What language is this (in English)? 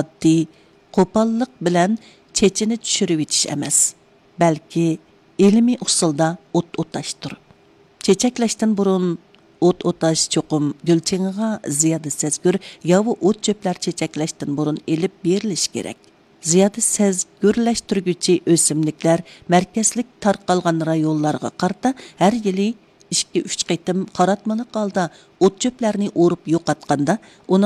Uyghur